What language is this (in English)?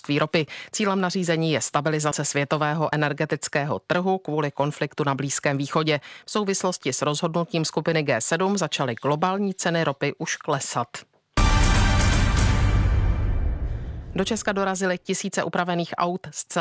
Czech